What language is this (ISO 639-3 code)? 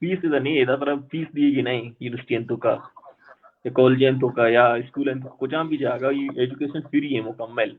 bal